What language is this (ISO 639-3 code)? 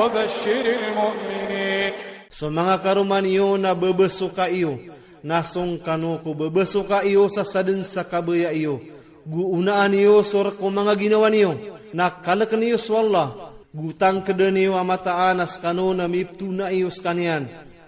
ilp